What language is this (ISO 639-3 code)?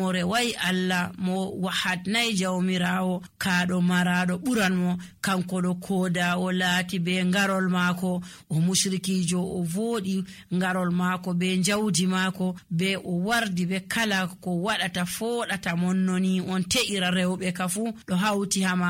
fuv